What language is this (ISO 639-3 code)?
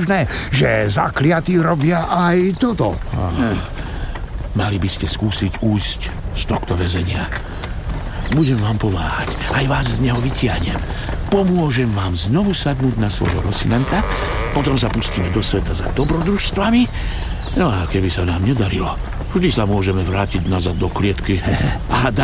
slk